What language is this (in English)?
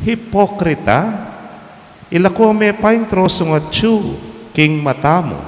Pampanga